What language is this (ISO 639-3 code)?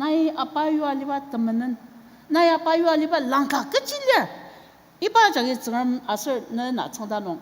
njo